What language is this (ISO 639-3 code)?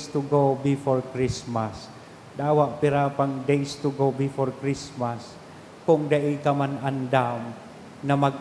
bik